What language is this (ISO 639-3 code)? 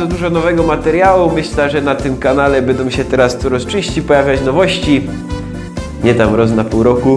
szl